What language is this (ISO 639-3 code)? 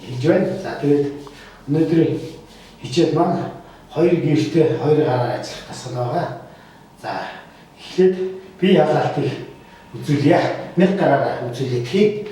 mon